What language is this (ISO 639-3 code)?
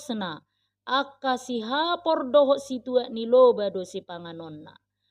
bbc